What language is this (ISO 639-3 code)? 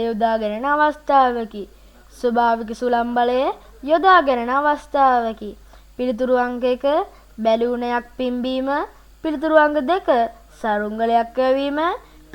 sin